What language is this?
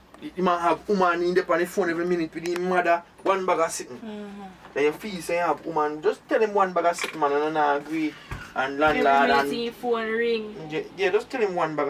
Jamaican Creole English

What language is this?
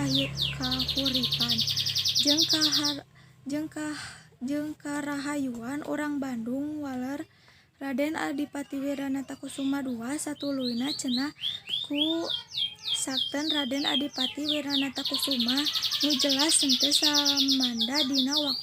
Sundanese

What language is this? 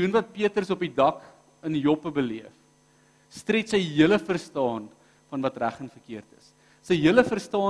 Afrikaans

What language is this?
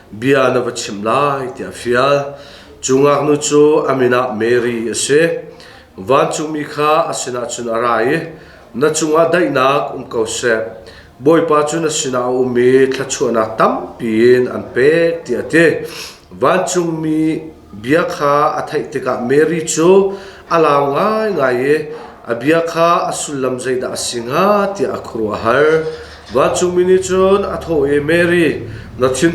Hakha Chin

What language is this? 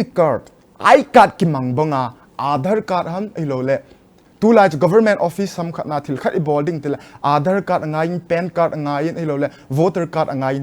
Thado Chin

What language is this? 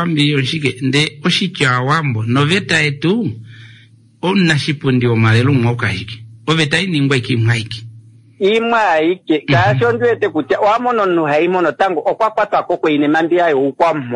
Kuanyama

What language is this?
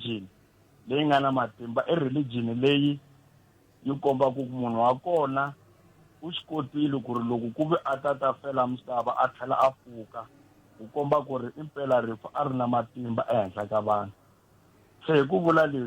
Tsonga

